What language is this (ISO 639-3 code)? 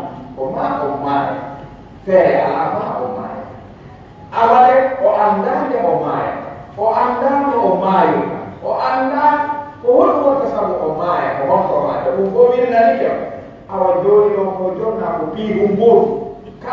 fuf